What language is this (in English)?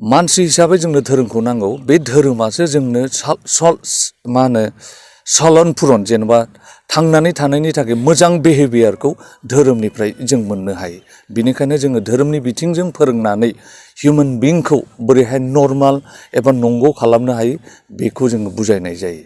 Bodo